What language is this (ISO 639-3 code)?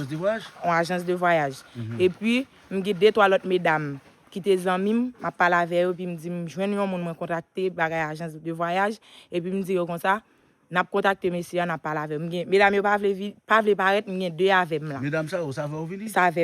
hat